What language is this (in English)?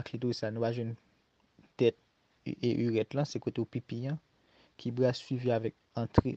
Haitian Creole